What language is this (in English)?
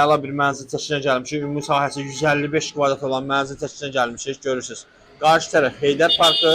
Azerbaijani